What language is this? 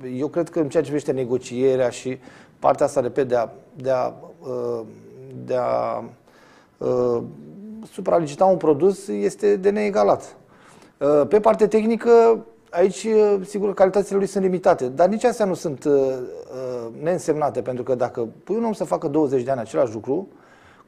Romanian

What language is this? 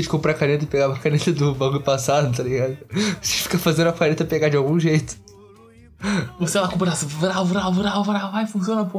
Portuguese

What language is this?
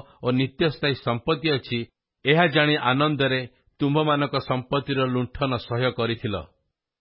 Odia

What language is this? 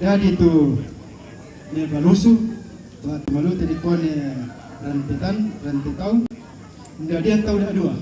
Toraja-Sa'dan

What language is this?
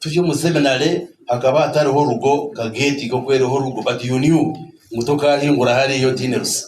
Nyankole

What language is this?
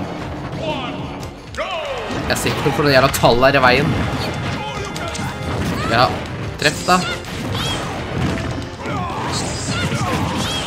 Norwegian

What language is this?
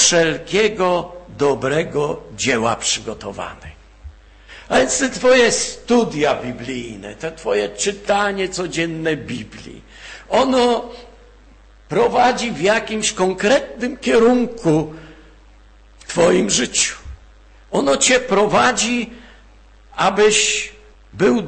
Polish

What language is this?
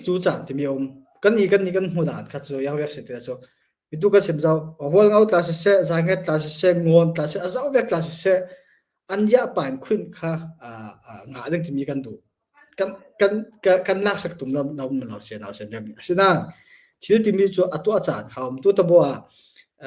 Hakha Chin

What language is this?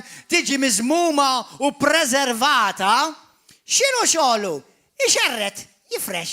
Maltese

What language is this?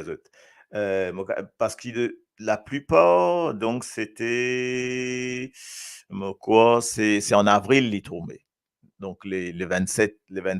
Morisyen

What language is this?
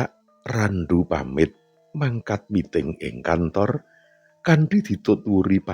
Javanese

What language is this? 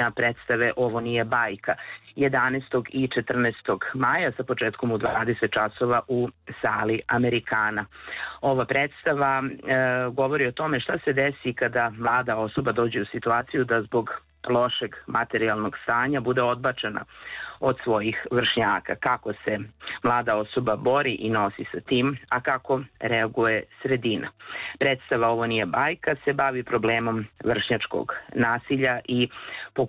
Serbian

